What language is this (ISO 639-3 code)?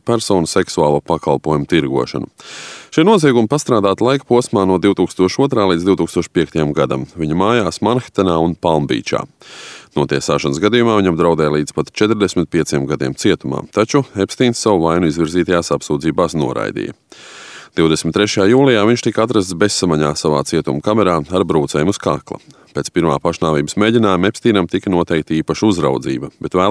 lav